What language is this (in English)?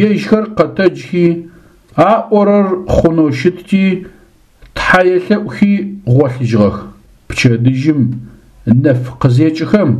Adyghe